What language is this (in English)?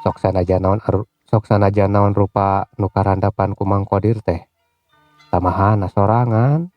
Sundanese